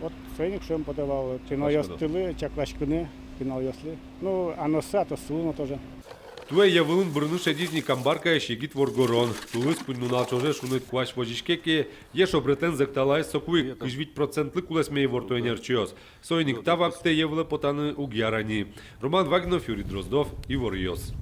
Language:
Udmurt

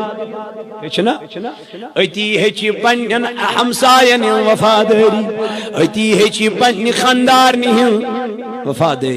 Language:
Kashmiri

